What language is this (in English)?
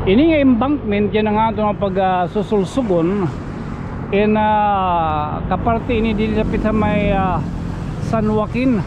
Waray